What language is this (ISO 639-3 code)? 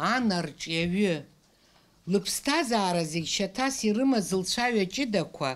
abk